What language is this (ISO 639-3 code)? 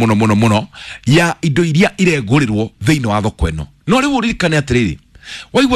kik